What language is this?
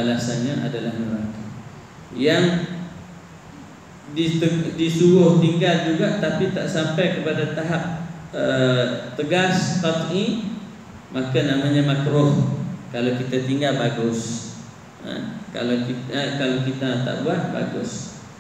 Malay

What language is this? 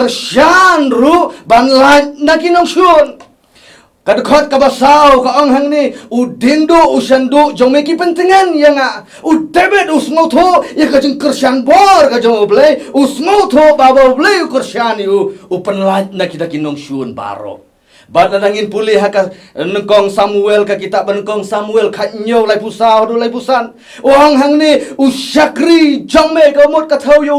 Khasi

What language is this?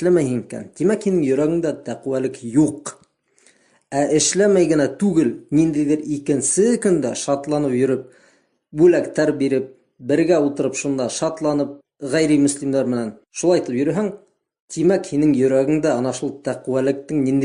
Bashkir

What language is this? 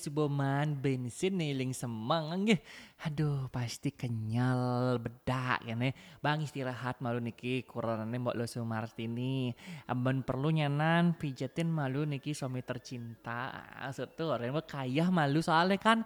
Balinese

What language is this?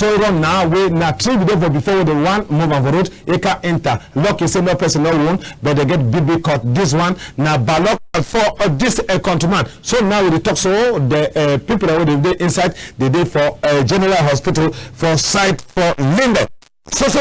Cameroon Pidgin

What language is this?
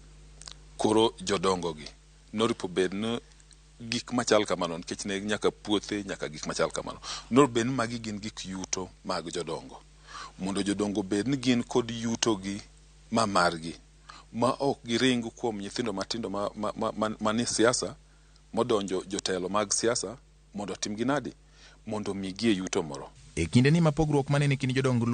Luo (Kenya and Tanzania)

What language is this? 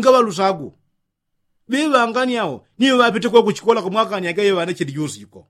Yao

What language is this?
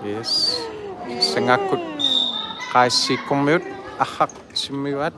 Kalaallisut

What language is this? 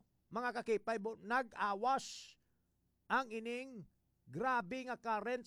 Hiligaynon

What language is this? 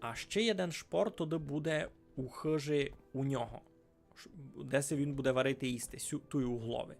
Rusyn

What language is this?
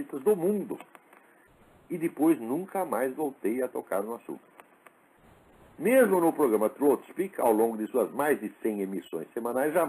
Portuguese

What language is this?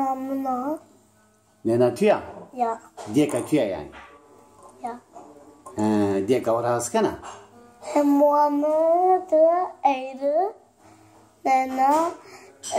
Zaza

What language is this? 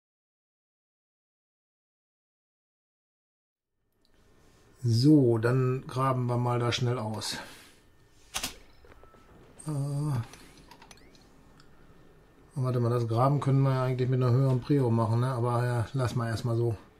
German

